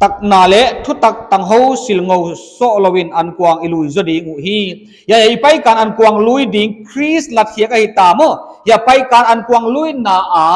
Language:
Paite Chin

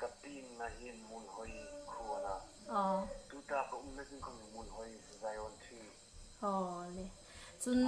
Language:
Hmar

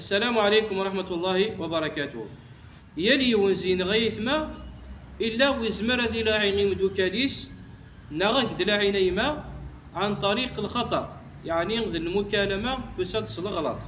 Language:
Kabyle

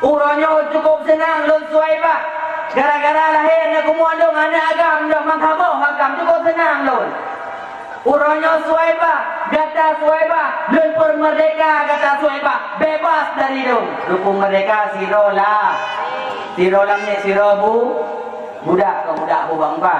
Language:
Achinese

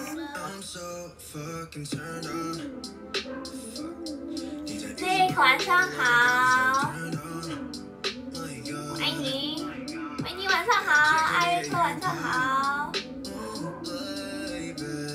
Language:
Chinese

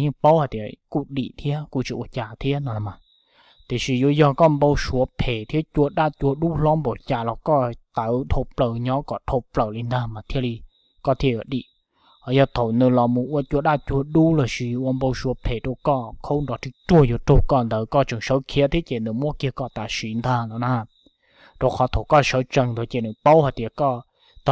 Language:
Hmong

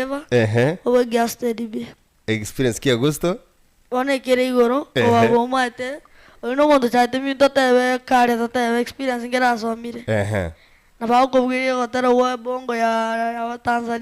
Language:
Gusii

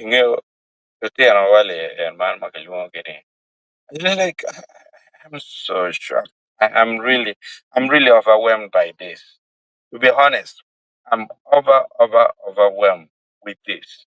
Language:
Acoli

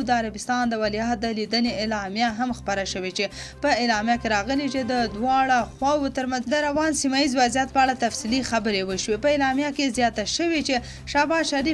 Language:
Pashto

